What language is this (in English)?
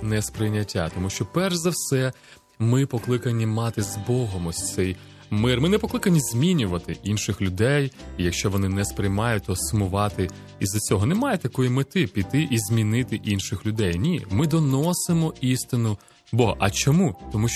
Ukrainian